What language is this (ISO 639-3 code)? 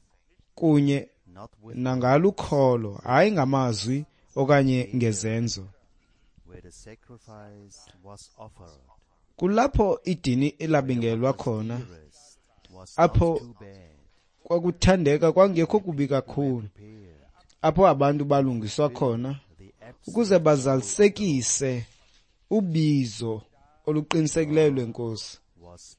xho